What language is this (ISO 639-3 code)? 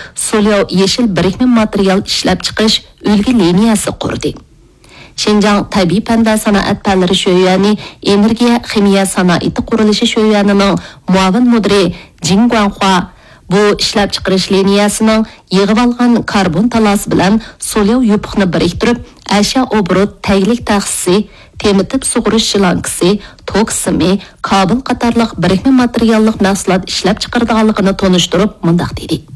uig